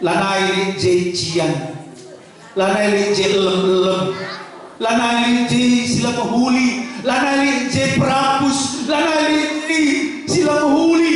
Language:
Batak Karo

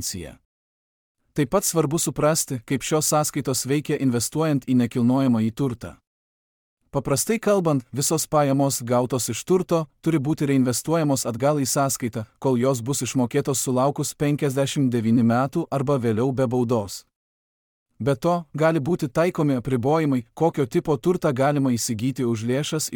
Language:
Lithuanian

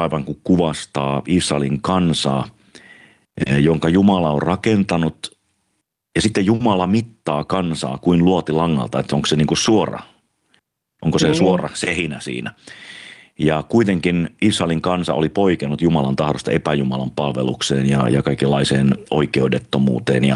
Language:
Finnish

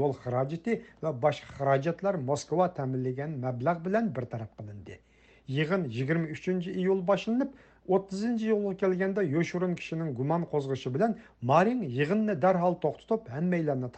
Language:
Uyghur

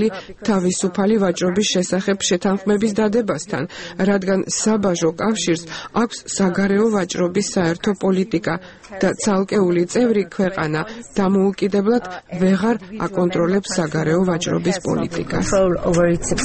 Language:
Georgian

